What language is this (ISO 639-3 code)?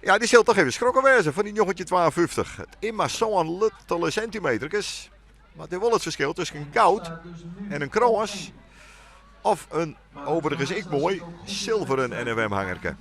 fry